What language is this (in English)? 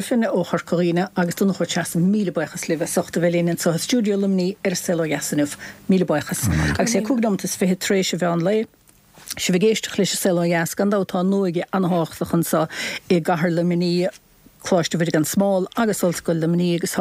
Irish